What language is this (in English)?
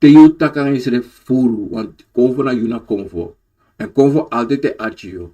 Sranan Tongo